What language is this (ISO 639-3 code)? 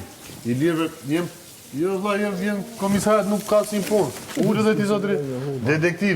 sqi